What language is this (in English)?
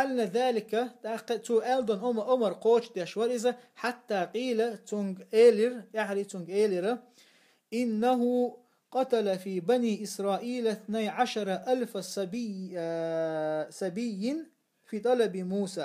Chechen